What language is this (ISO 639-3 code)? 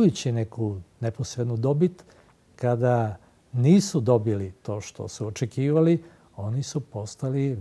srp